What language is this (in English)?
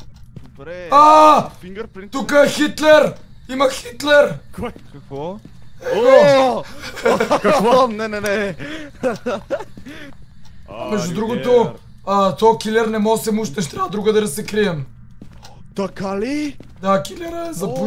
Bulgarian